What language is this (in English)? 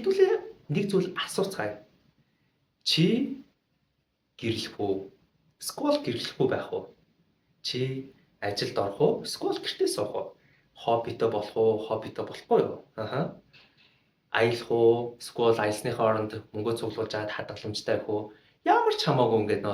Mongolian